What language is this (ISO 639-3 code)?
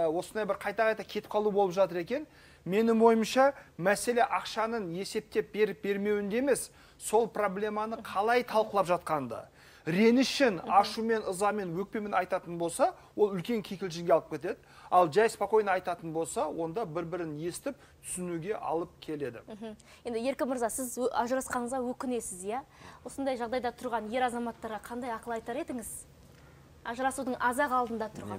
kaz